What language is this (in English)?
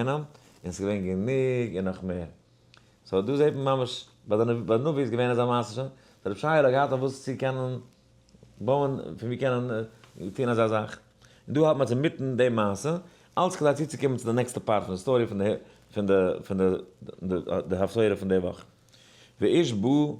Yiddish